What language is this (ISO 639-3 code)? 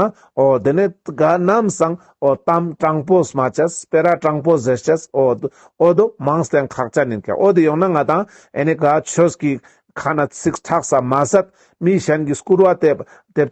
lbj